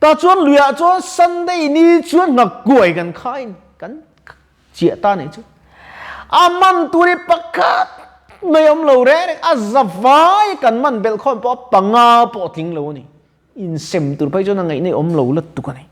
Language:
Mizo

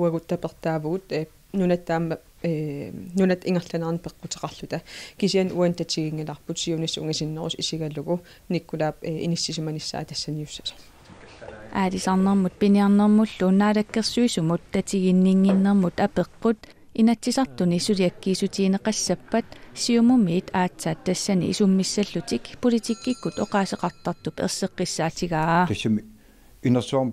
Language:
Kalaallisut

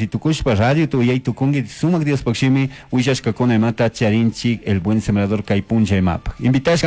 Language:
Chimborazo Highland Quichua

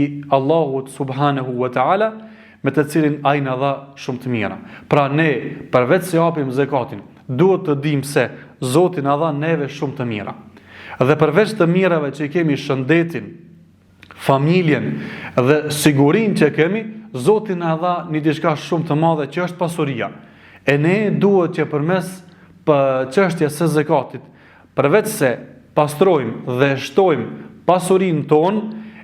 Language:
Albanian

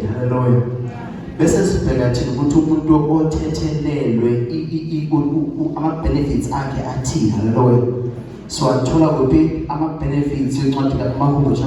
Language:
Zulu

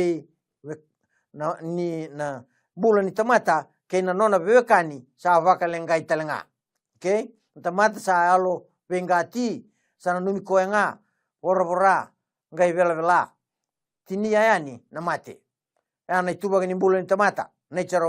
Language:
Fijian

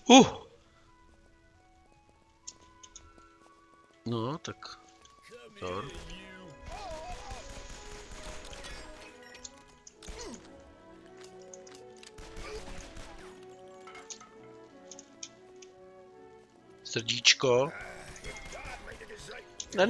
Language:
Czech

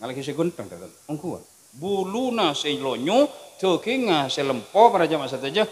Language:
Madurese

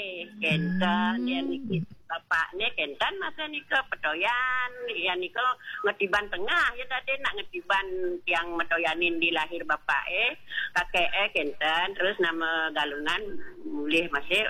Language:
Balinese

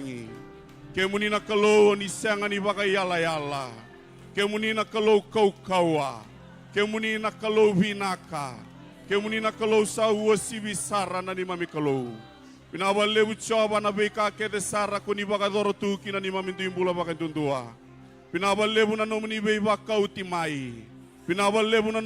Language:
Fijian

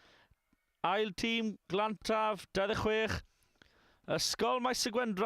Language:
Welsh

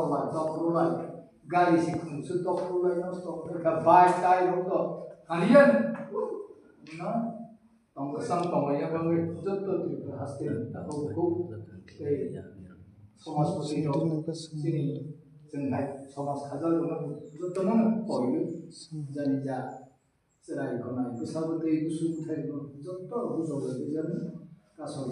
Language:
Kok Borok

